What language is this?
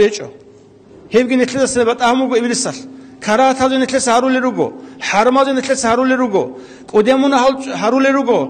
Avaric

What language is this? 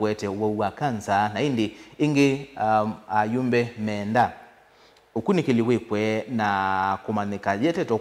Kamba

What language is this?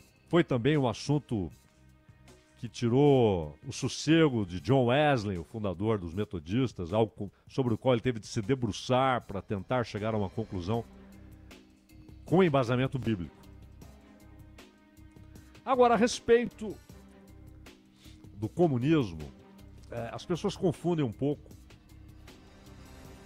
Portuguese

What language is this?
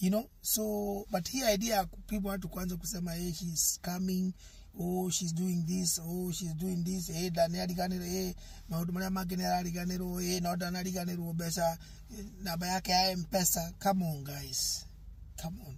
Kikuyu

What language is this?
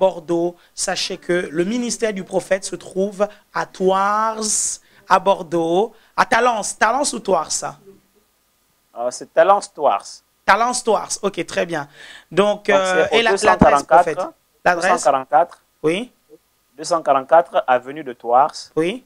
French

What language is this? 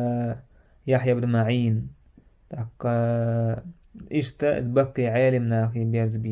Chechen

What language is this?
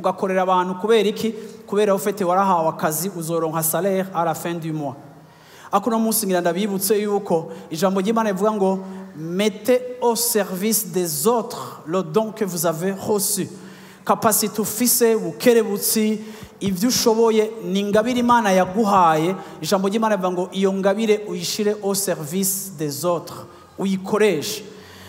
Rundi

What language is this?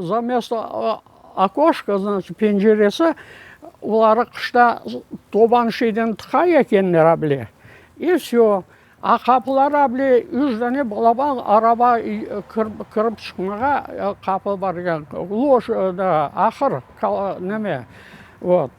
Crimean Tatar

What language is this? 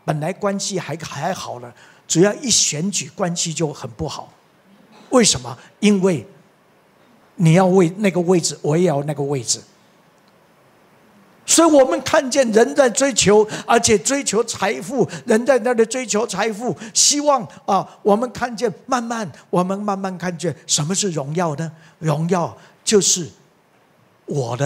Chinese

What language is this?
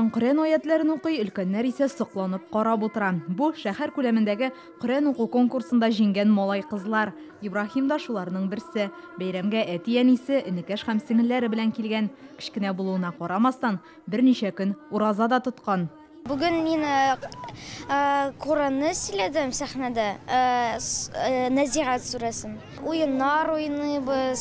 Tatar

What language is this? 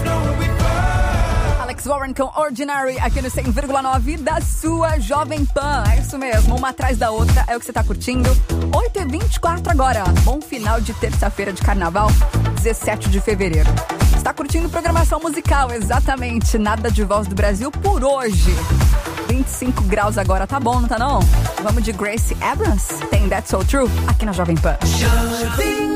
Portuguese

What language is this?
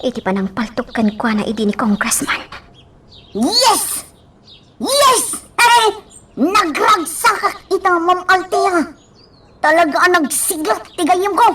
Iloko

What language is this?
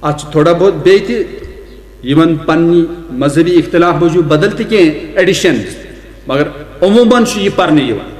Kashmiri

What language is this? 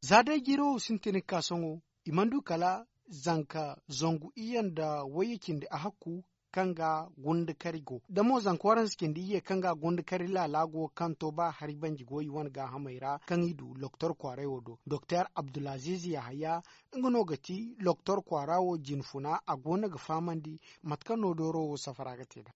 Zarma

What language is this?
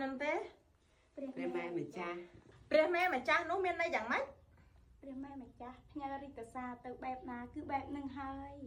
Khmer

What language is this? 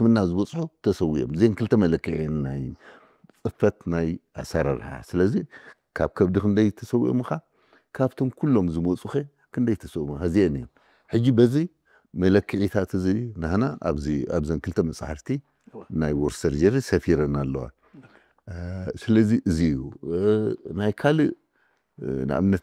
Tigrinya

